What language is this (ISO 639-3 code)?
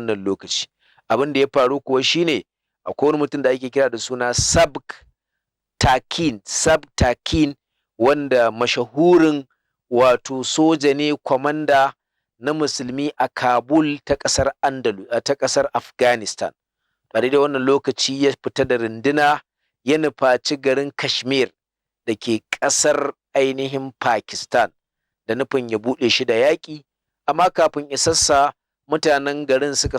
hau